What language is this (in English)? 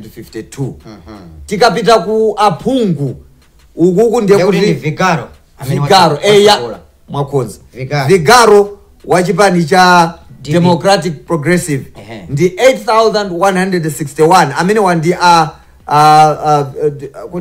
Nyanja